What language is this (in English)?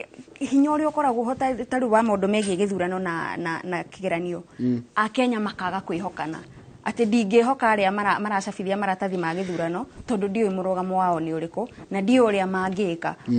Kikuyu